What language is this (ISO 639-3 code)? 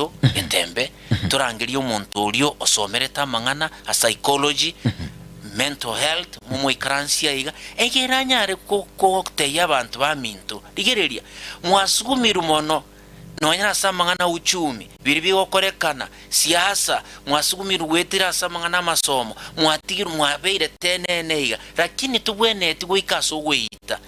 guz